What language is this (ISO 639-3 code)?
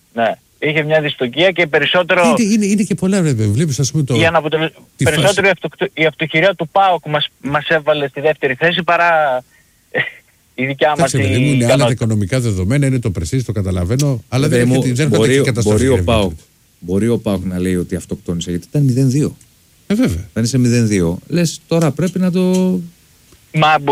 ell